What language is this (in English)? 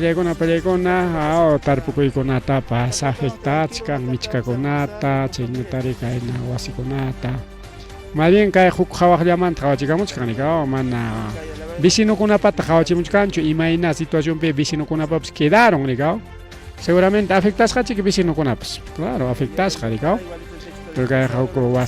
Ayacucho Quechua